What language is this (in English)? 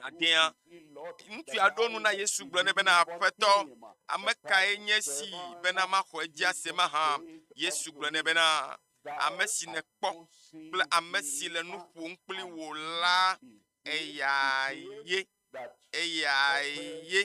Ewe